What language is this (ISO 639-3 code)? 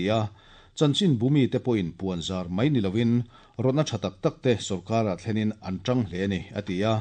lus